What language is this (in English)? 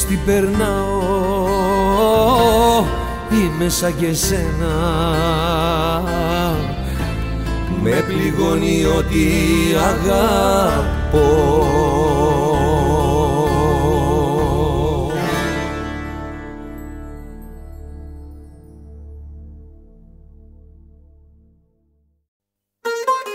Greek